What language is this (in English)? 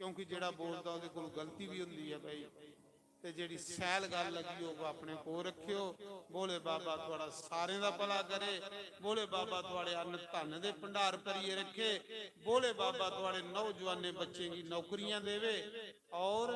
Dogri